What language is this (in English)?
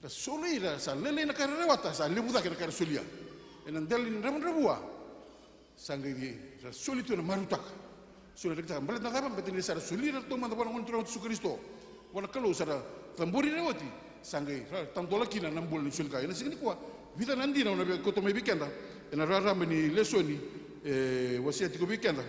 Fijian